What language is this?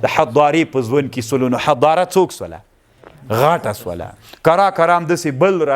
Pashto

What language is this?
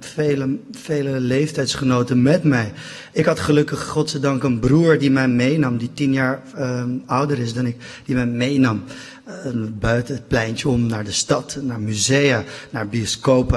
Dutch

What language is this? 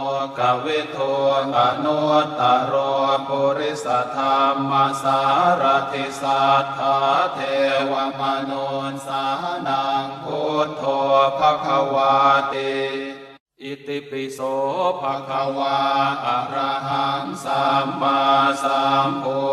Pali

